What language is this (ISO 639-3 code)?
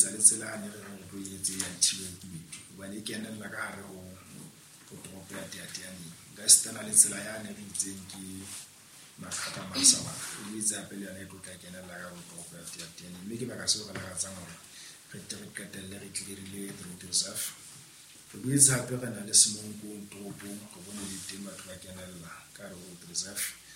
sot